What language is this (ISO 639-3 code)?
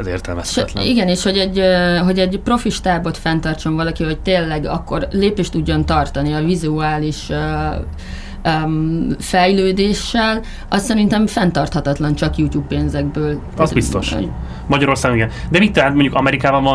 hun